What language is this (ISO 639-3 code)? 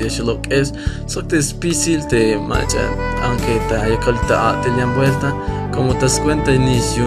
tzh